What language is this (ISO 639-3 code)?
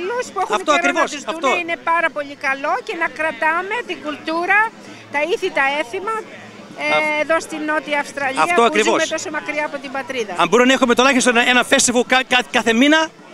ell